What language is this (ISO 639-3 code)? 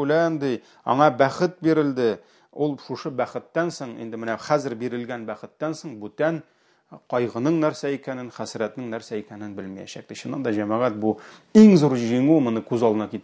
tat